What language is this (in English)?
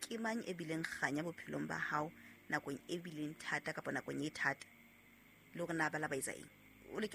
Southern Sotho